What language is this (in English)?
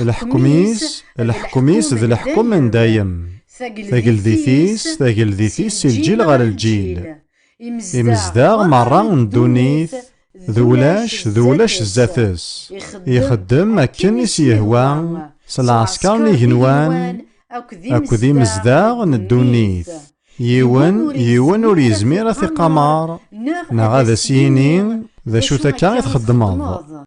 Kabyle